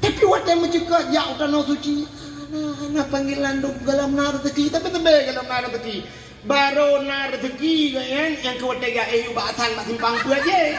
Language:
Achinese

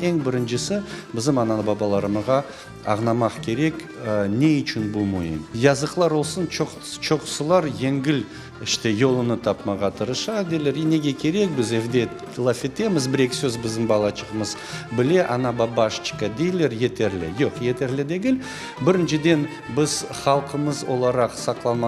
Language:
Crimean Tatar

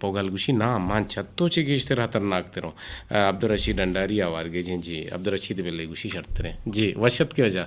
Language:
Eastern Balochi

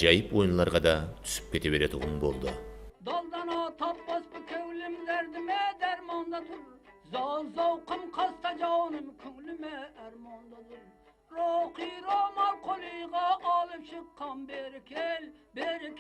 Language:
Kara-Kalpak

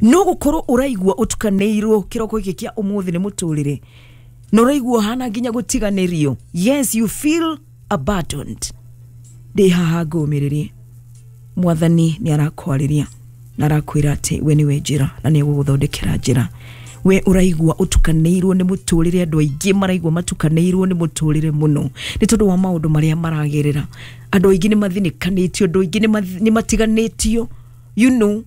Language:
Kikuyu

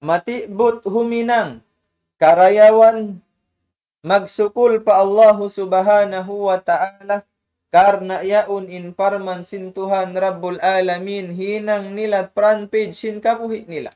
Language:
Tausug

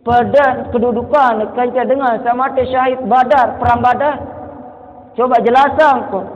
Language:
Sasak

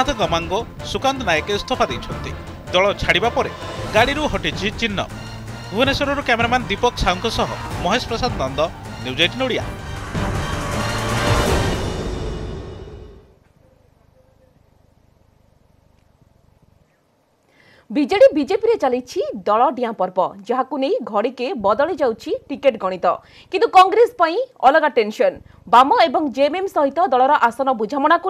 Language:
Odia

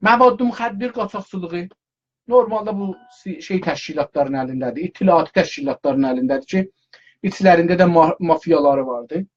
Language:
South Azerbaijani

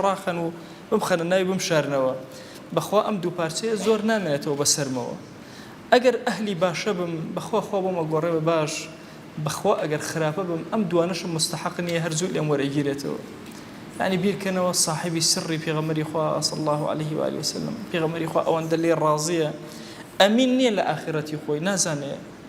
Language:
Central Kurdish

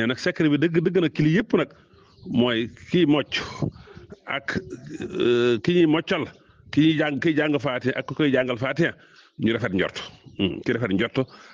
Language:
Wolof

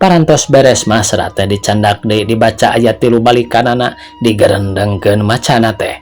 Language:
Sundanese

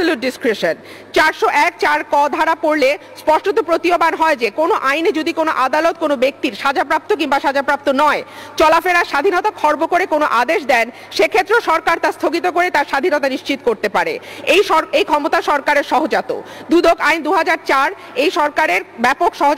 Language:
Bangla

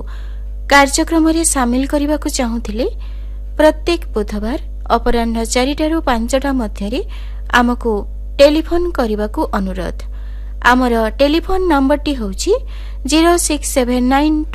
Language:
Odia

